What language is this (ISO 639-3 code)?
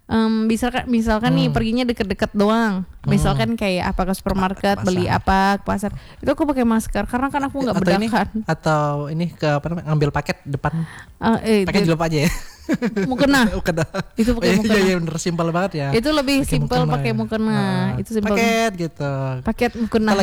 ind